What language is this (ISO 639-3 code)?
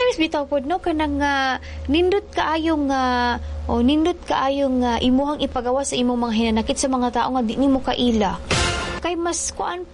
ceb